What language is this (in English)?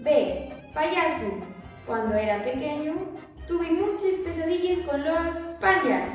Asturian